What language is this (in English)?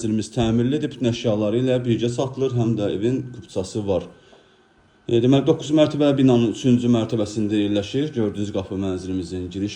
Azerbaijani